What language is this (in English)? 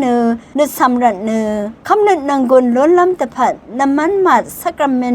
Rawang